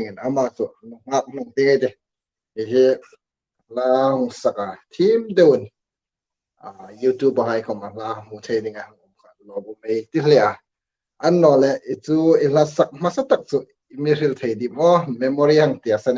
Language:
Hmar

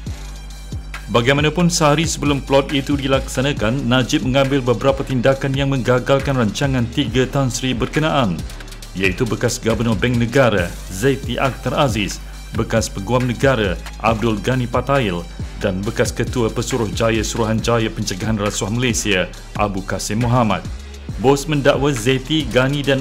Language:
Malay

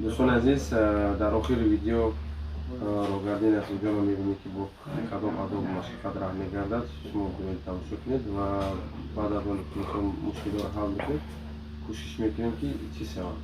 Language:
Tajik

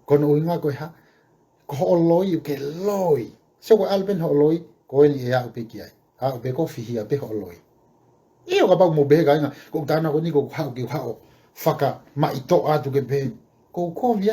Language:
Tongan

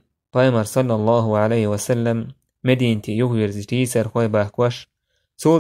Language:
Chechen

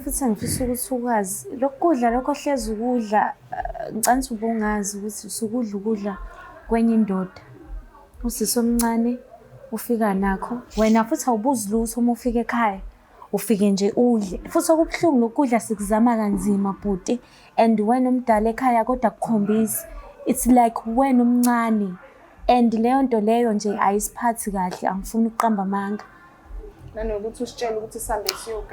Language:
Zulu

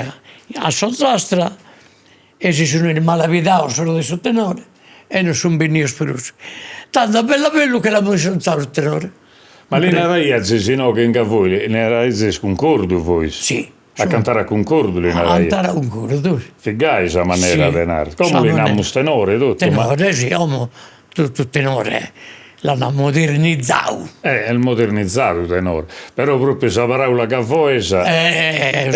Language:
Sardinian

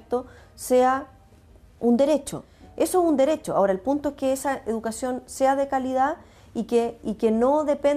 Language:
Spanish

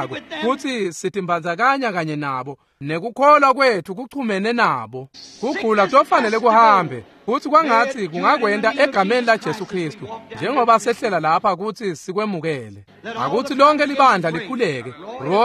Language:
Swati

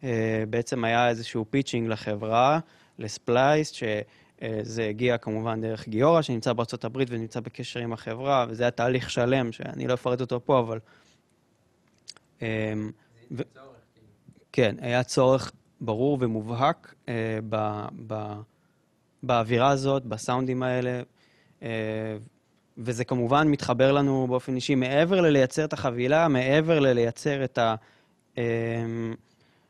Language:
Hebrew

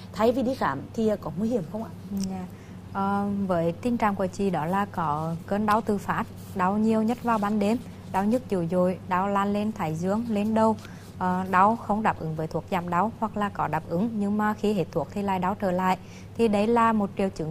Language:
Vietnamese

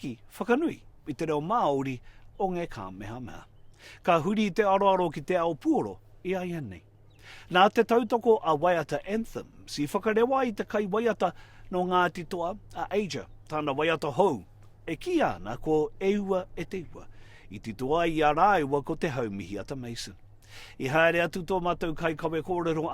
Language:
Māori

